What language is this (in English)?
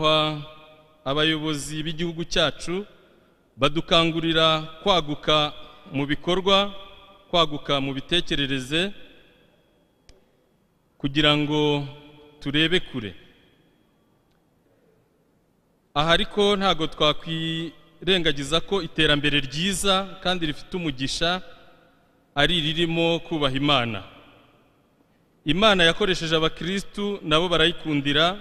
Kinyarwanda